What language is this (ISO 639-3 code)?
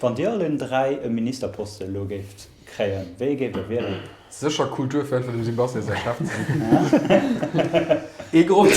ltz